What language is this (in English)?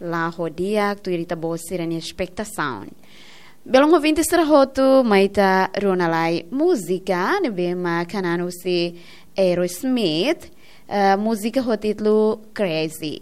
Tetum